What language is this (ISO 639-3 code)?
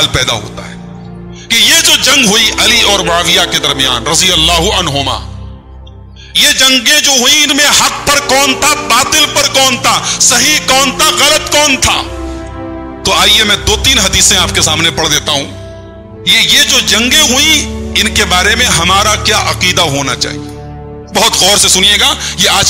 urd